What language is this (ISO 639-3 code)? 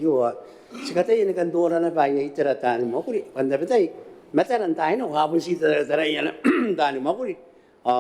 gil